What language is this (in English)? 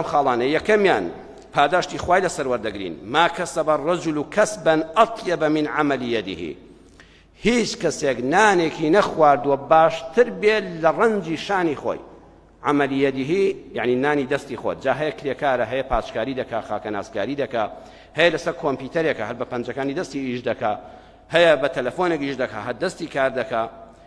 Central Kurdish